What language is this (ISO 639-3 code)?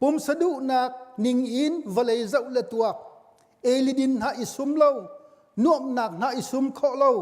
cnh